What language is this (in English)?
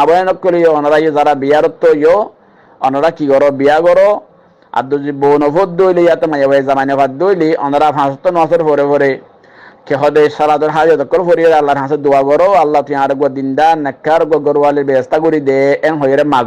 Rohingya